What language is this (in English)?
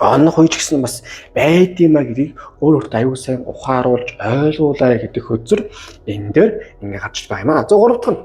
Mongolian